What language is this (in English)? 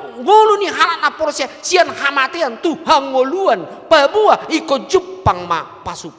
Batak Toba